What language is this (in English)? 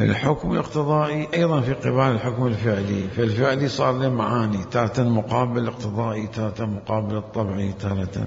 Mesopotamian Arabic